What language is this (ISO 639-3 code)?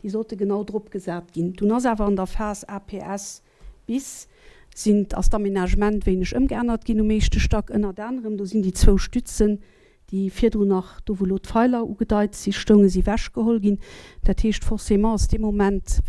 ltz